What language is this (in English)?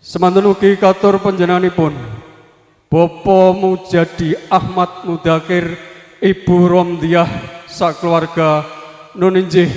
Javanese